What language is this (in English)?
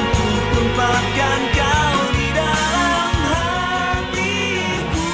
Nias